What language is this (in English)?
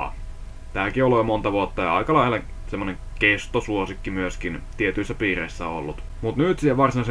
Finnish